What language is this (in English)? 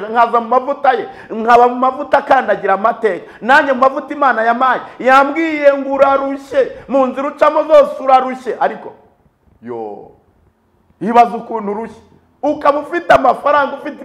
Kinyarwanda